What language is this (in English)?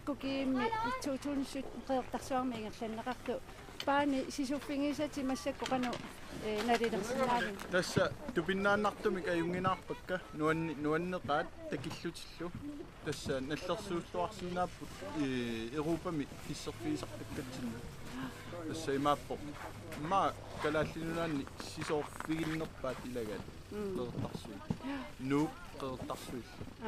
Kalaallisut